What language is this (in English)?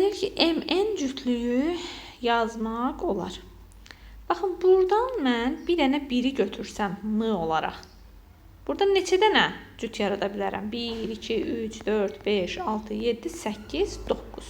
Azerbaijani